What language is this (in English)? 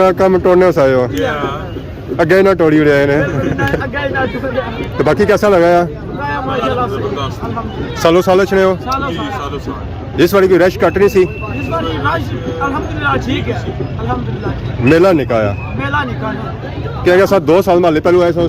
Pahari-Potwari